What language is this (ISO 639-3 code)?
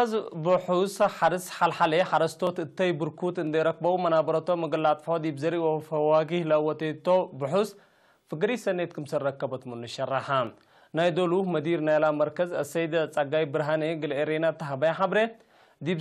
tig